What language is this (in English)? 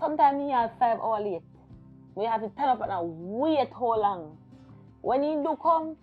Jamaican Creole English